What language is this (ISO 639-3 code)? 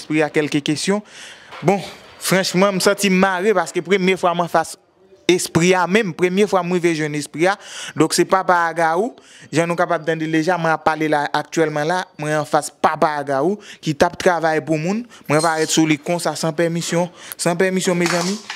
hat